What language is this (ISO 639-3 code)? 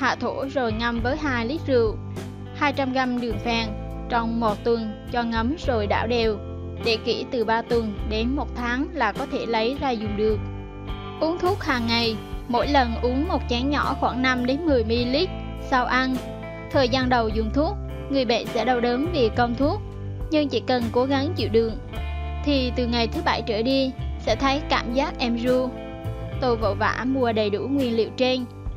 vie